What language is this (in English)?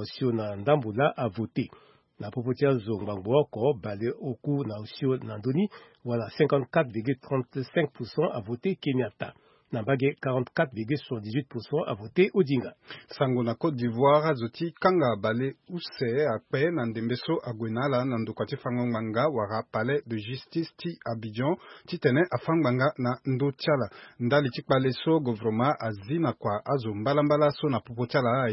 Sango